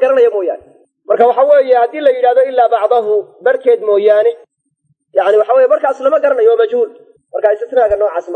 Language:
Somali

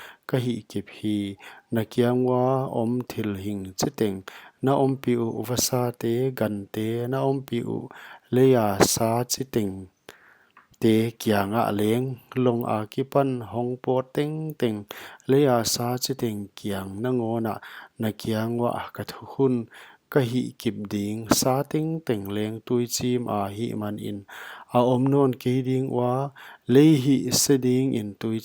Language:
Paite Chin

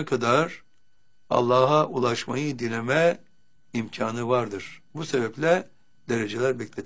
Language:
Turkish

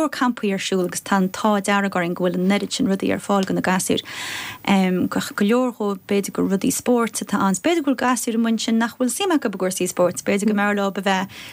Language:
Irish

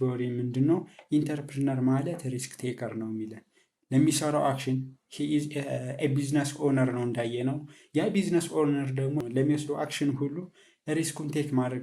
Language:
Amharic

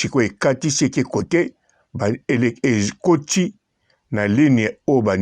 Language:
Lingala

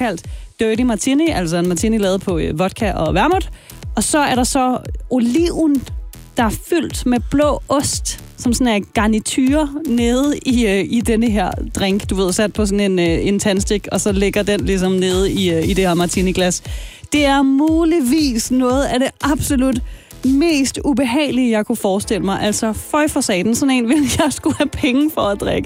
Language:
Danish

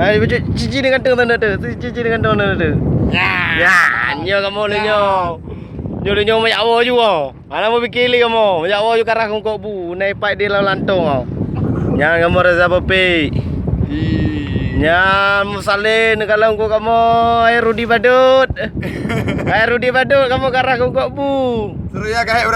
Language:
Achinese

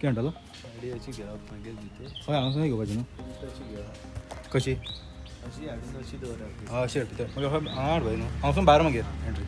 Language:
Konkani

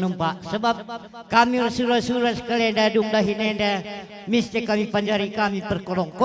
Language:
Batak Karo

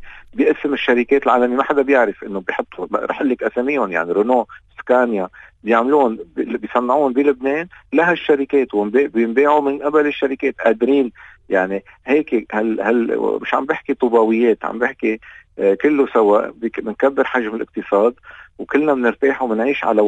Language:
North Levantine Arabic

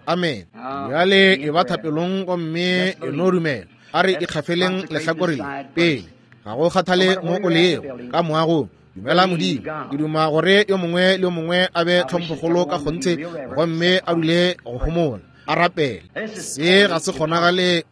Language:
Northern Sotho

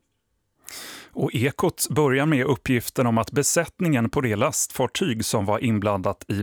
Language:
Swedish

